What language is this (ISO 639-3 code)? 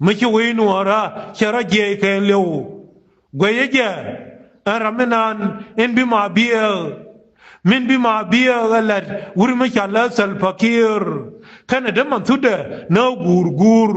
nus